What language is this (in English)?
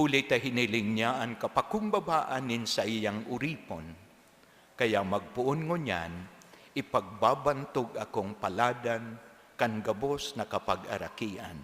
Bikol